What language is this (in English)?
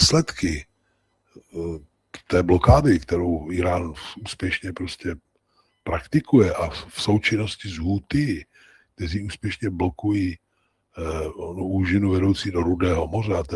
Czech